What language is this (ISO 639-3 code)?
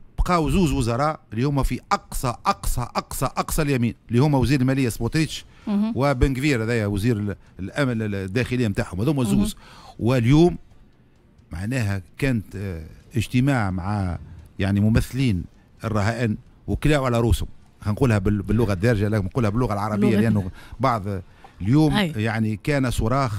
aeb